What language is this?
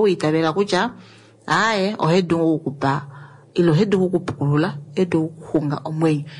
Kuanyama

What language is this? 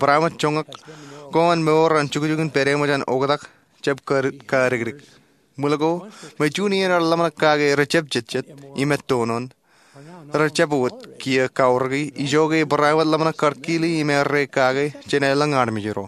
Marshallese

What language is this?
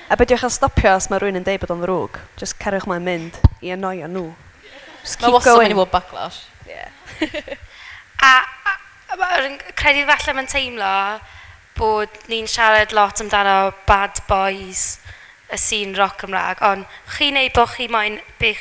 Welsh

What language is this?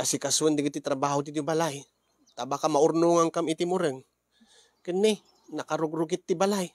Iloko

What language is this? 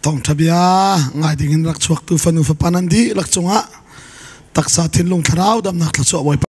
Hakha Chin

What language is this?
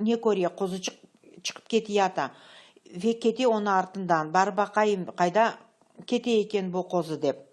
Crimean Tatar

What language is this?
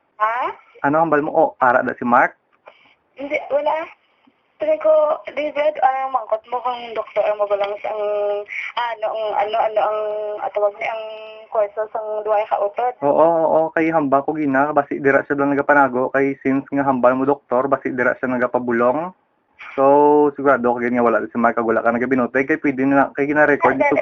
Hiligaynon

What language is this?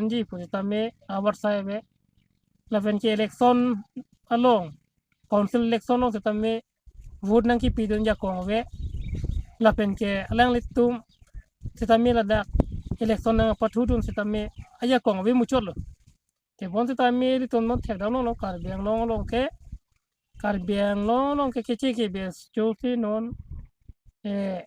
Karbi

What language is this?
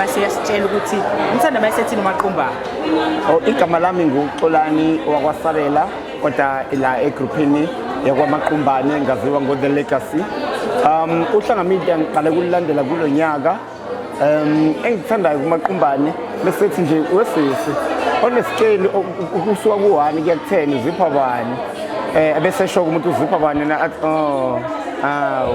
Zulu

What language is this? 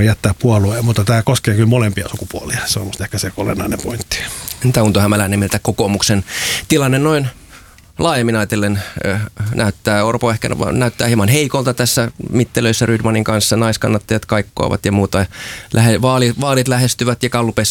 Finnish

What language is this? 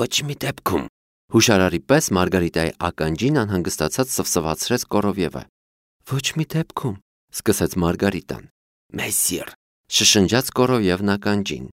Armenian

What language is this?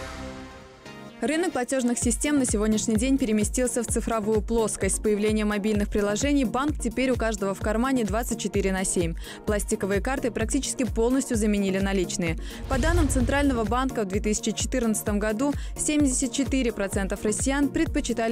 Russian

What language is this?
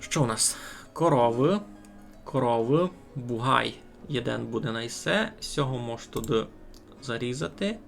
Rusyn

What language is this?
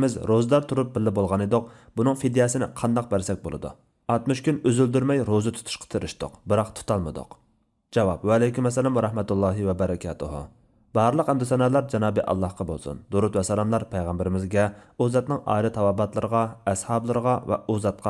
Uyghur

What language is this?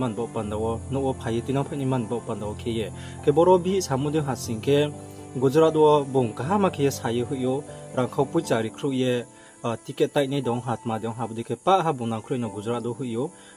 Riang (India)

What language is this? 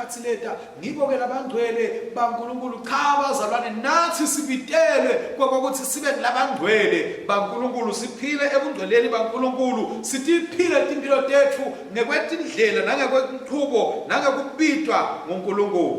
Swati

